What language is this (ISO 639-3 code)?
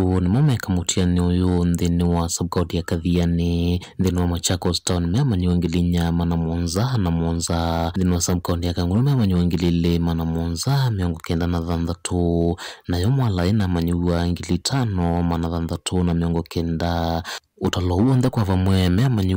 kam